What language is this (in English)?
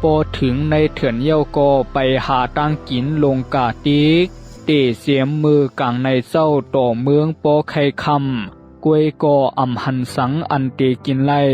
Shan